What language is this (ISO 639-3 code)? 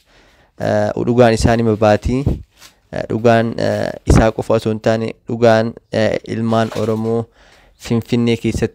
orm